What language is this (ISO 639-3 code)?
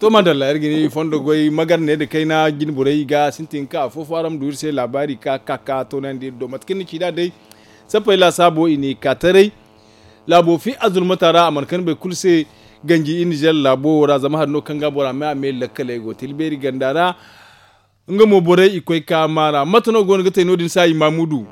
dje